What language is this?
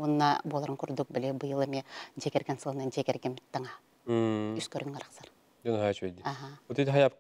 Yakut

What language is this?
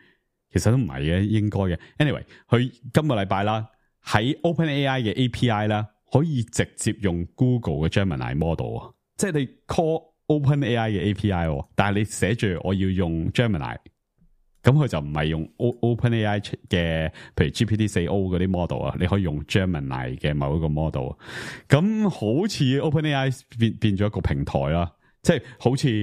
Cantonese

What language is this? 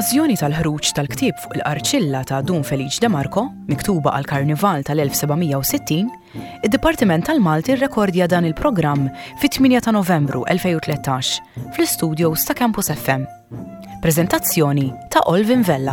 Maltese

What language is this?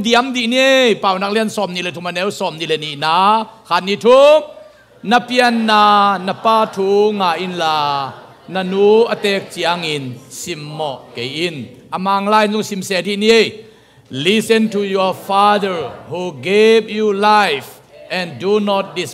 Tedim Chin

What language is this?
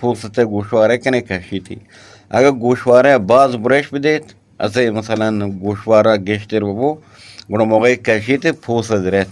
Eastern Balochi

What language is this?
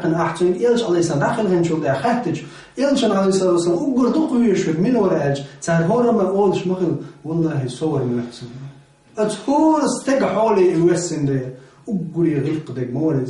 Chechen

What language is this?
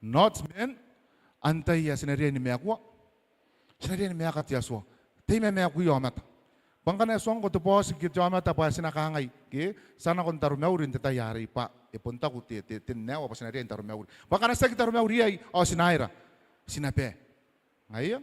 Gilbertese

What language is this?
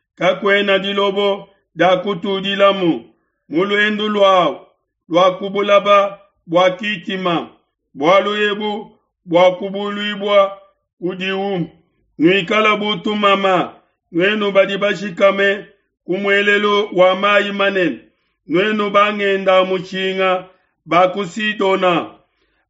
Luba-Lulua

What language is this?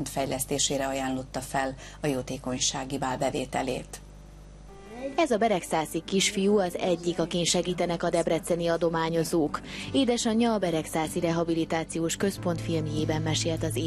Hungarian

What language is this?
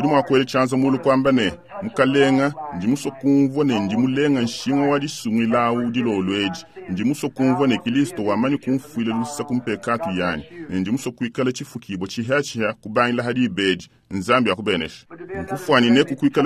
Luba-Lulua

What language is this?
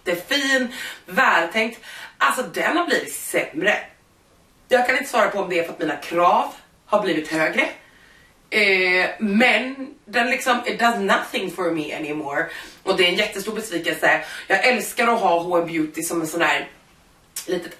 Swedish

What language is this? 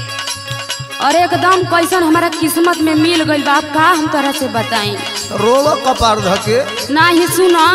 Bhojpuri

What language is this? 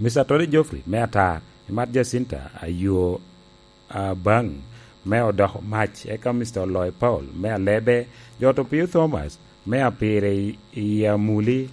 Lango (Uganda)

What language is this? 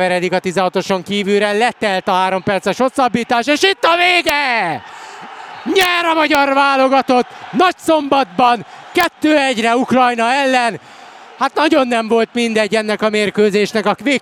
Hungarian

